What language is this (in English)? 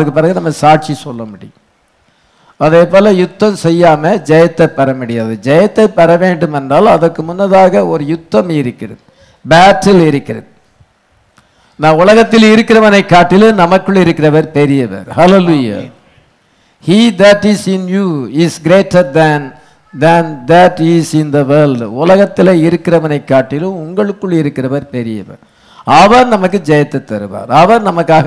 Tamil